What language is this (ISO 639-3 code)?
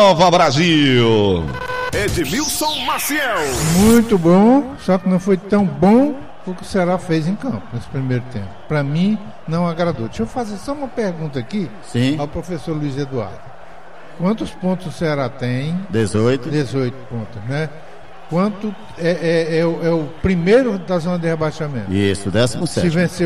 por